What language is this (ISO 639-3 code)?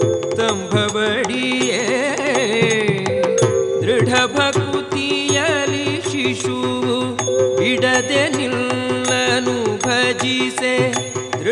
kan